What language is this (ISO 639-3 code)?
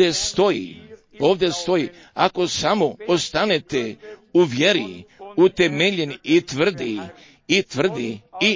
hrv